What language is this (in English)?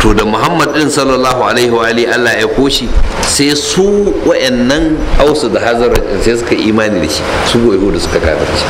Hausa